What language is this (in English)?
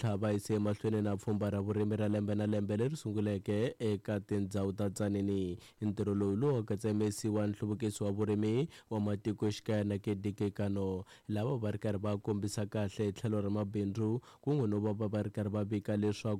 Tsonga